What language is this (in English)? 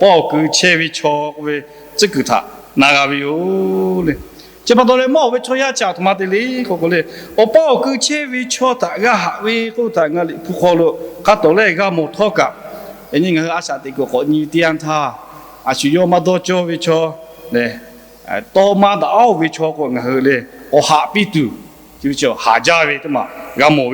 Lahu